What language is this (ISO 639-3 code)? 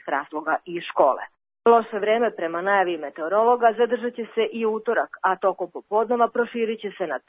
srp